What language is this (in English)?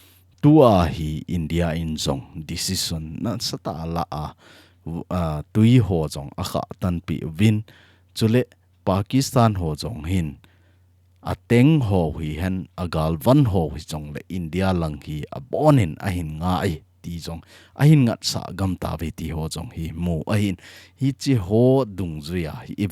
Thado Chin